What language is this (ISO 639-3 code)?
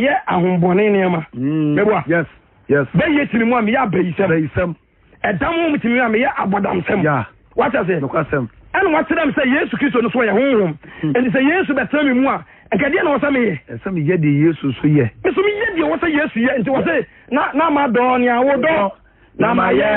aka